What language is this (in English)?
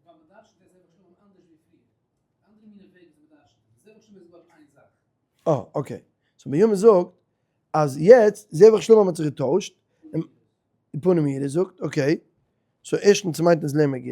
Yiddish